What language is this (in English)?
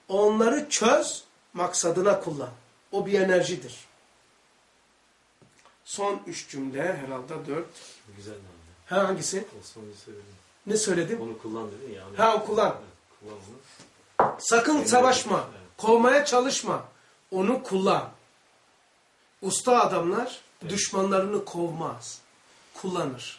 Turkish